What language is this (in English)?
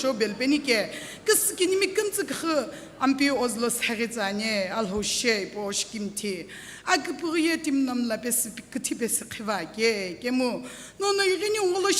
Sumi Naga